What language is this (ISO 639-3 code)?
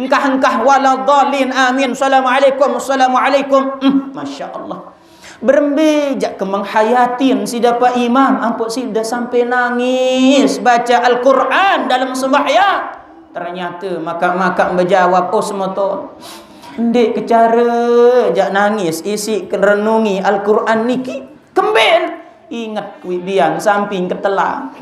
sas